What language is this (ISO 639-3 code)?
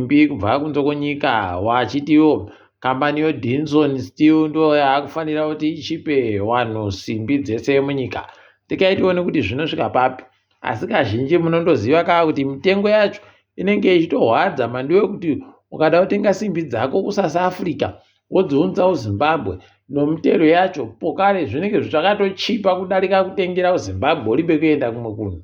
ndc